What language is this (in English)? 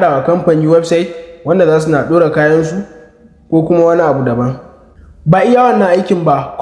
Hausa